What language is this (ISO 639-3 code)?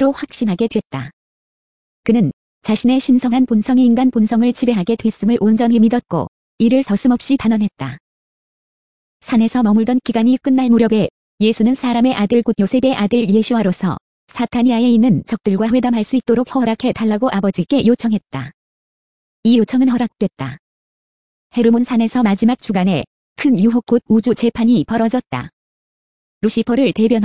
kor